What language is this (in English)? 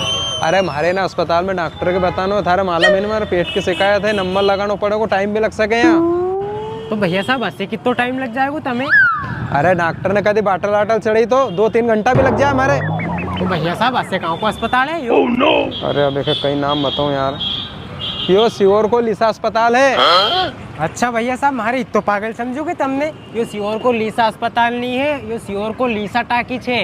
Rajasthani